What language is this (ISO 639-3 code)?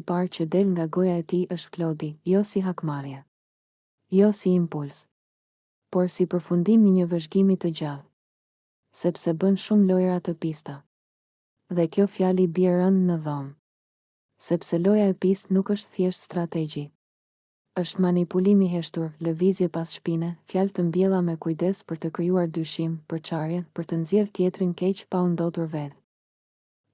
sqi